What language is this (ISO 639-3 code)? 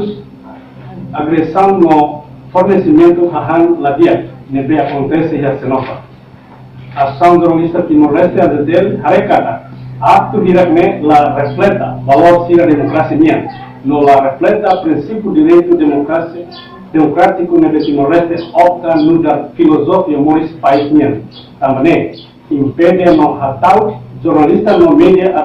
tet